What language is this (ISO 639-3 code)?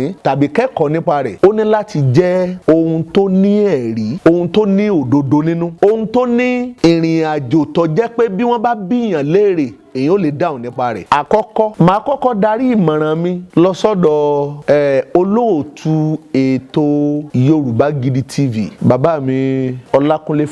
yor